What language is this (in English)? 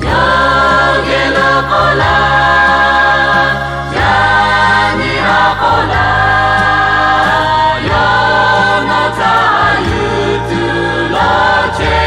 Lahu